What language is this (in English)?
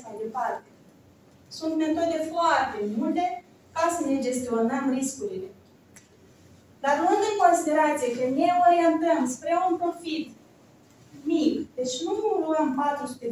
Romanian